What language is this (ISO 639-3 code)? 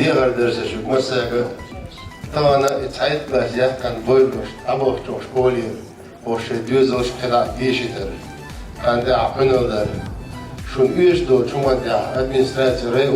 che